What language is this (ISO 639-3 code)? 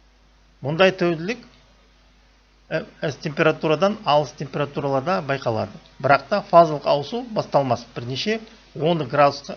kaz